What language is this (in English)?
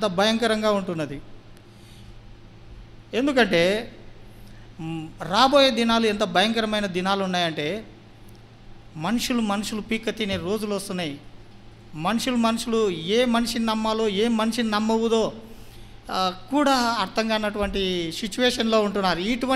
Telugu